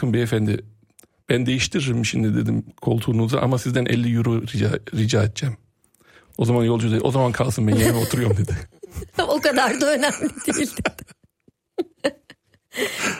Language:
Turkish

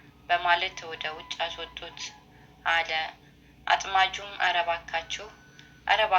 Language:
Amharic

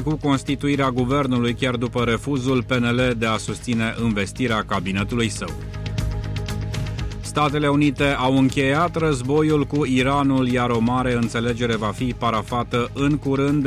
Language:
Romanian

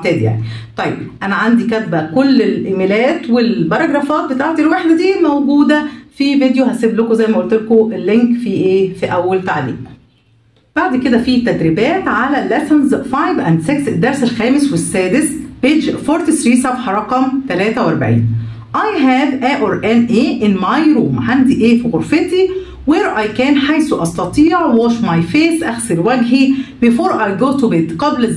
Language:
Egyptian Arabic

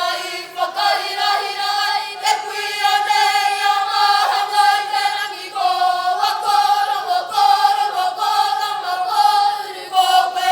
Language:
Māori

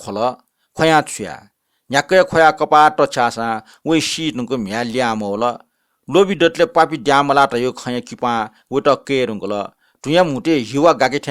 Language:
Newari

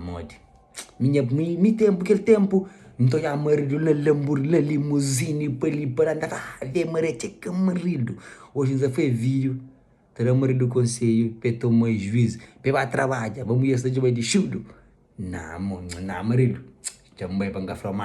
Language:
Kabuverdianu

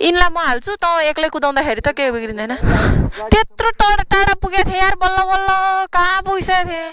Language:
Nepali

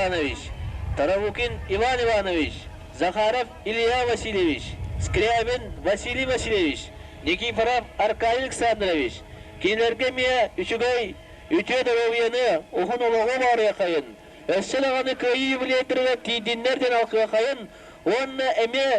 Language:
Yakut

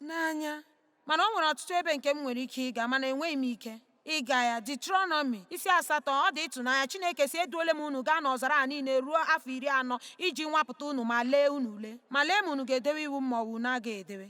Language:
Igbo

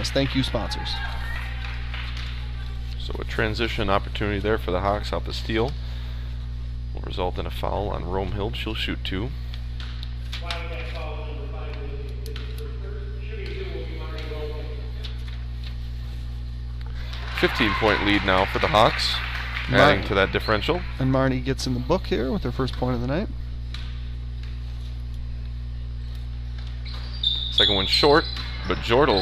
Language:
English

